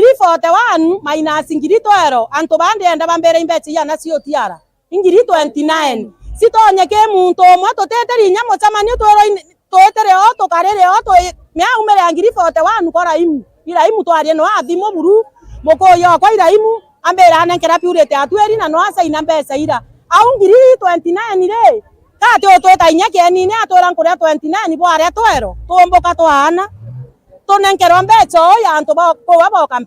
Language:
Meru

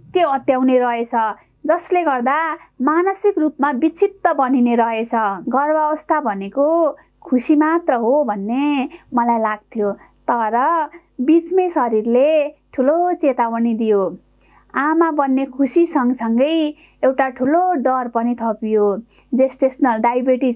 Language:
Nepali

